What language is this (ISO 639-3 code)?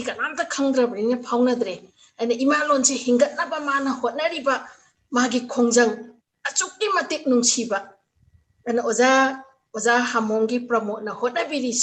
mni